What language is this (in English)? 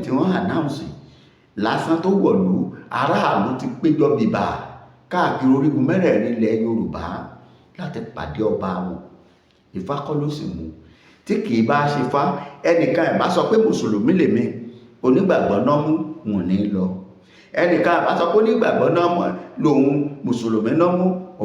Yoruba